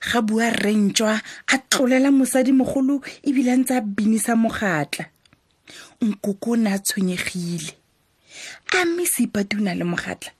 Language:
Tswana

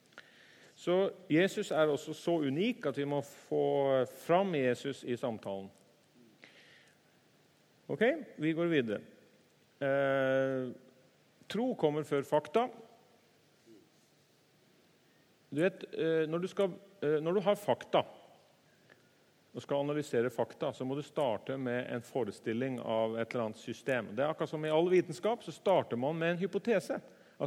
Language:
Norwegian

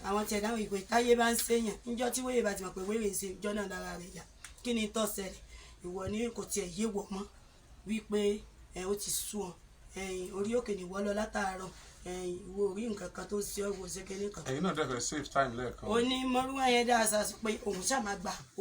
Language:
Yoruba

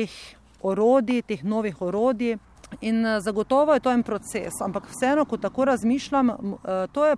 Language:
Slovenian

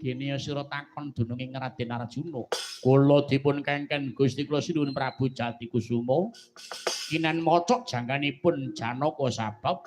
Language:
Javanese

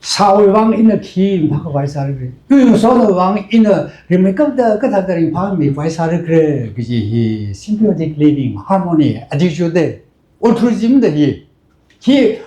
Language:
Tangkhul Naga (India)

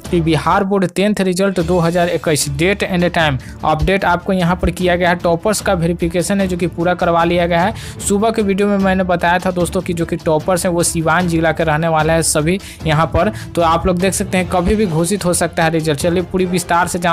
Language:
Hindi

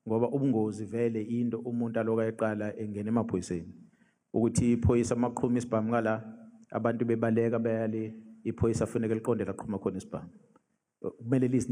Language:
Zulu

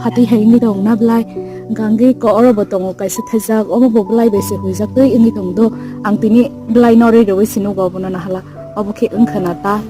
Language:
Kok Borok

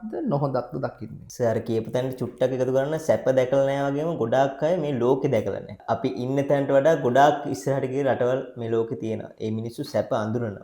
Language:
Sinhala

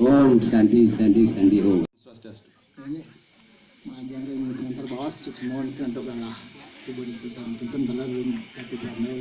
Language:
Balinese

